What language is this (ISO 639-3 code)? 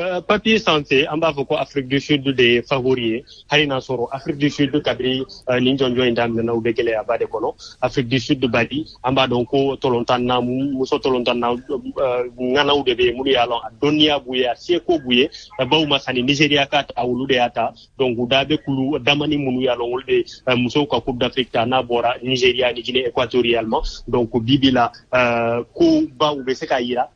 bam